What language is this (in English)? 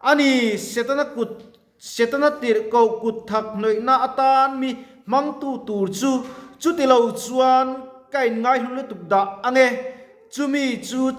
Mizo